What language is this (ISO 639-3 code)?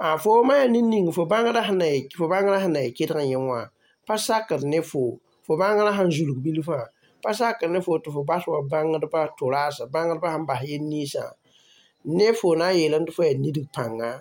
mos